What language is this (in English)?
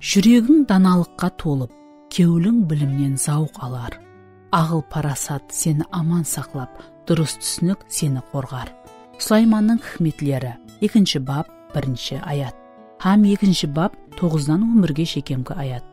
Kara-Kalpak